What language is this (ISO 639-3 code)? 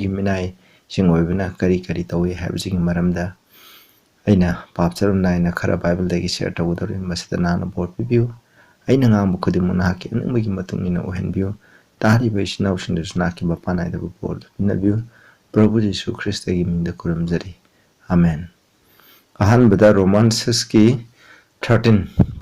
mni